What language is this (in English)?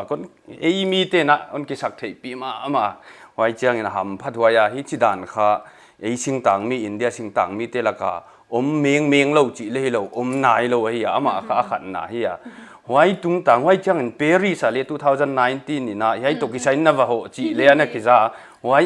Paite Chin